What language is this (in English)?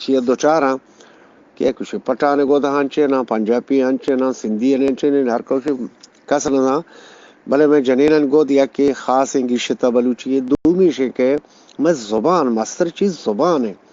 Eastern Balochi